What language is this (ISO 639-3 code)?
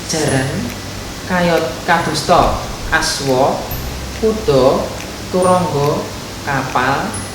jav